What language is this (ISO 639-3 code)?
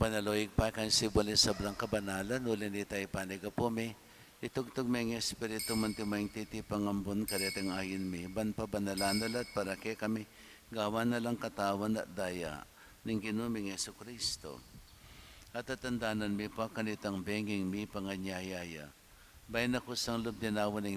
pam